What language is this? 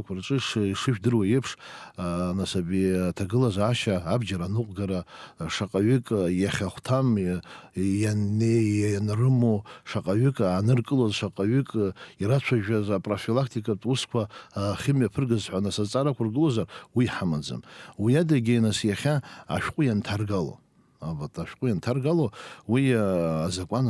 Abkhazian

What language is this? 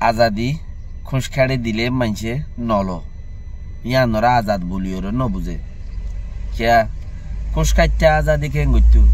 Rohingya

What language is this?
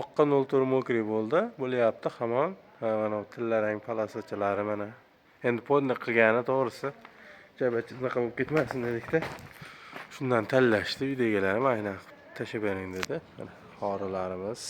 Uzbek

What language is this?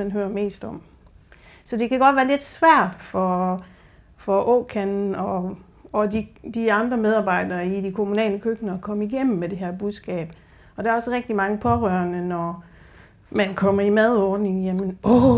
Danish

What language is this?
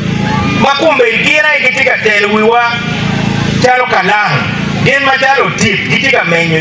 Acoli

